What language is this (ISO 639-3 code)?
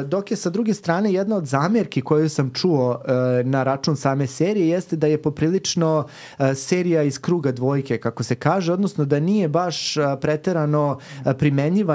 srp